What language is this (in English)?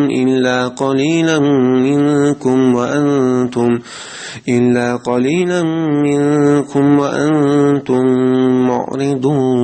Chechen